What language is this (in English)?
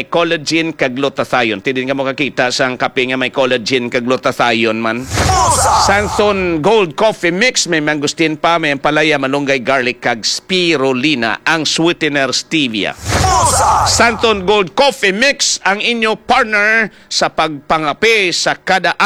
Hiligaynon